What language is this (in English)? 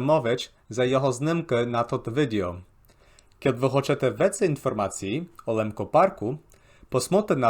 Rusyn